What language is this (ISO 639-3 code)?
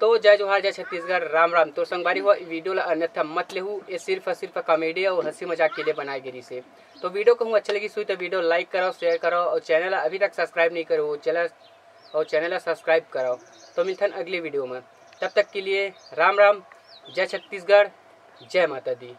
hne